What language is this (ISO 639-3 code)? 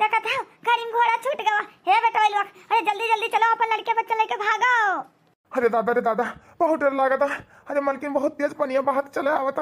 awa